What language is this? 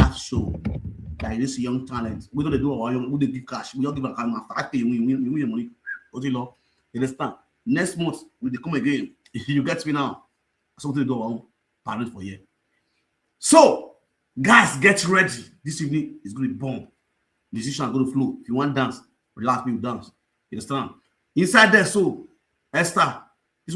Nigerian Pidgin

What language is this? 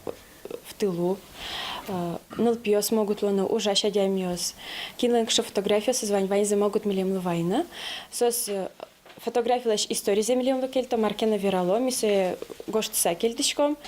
Udmurt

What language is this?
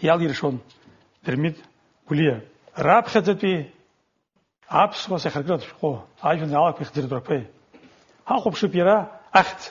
Abkhazian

